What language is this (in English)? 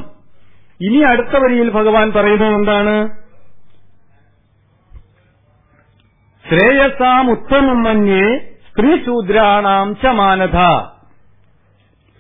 Malayalam